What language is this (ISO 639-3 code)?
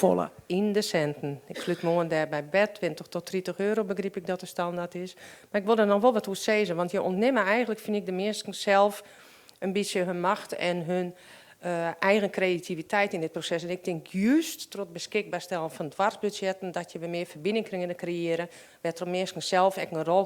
fry